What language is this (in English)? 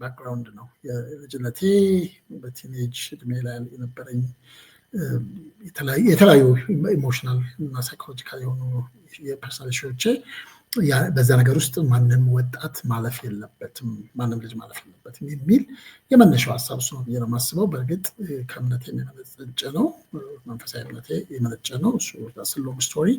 Amharic